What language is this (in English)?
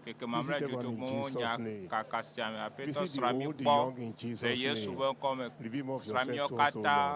Ewe